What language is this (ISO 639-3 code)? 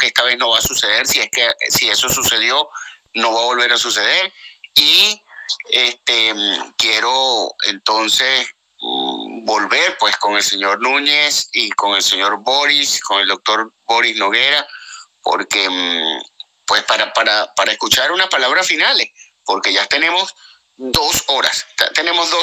spa